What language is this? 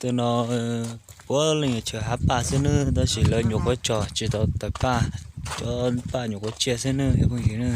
Hmong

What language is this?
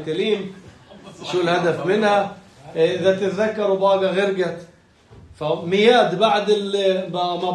North Levantine Arabic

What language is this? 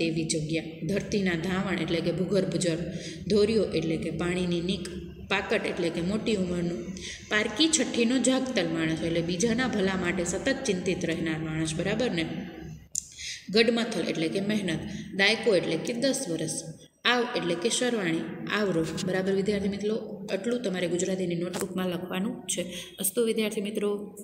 Gujarati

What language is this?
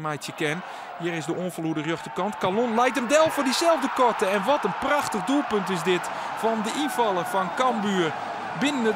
Western Frisian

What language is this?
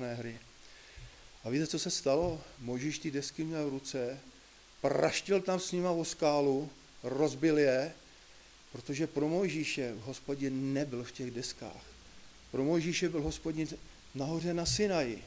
Czech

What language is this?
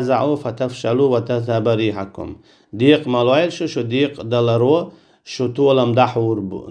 Chechen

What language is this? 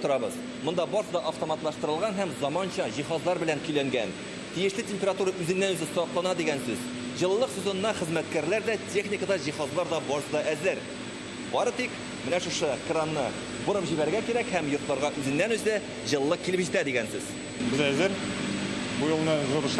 Tatar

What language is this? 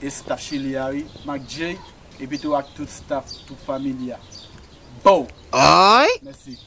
Haitian Creole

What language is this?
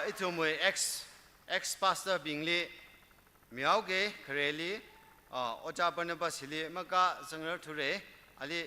Tangkhul Naga (India)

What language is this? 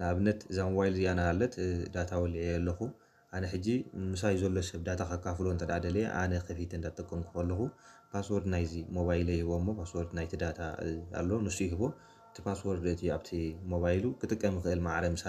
Tigrinya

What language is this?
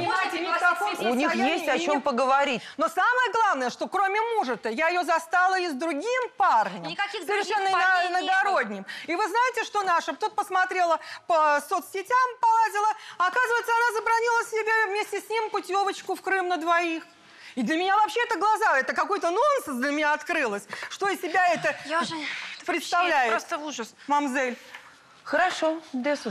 Russian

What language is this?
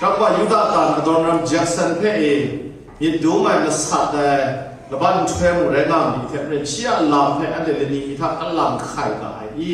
Kachin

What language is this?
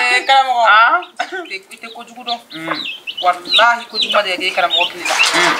Bambara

